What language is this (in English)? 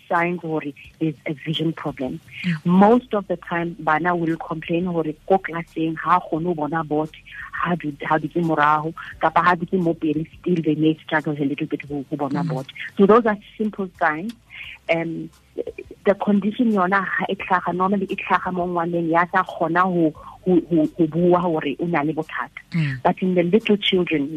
Tswana